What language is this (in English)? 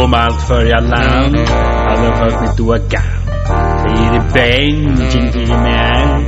Faroese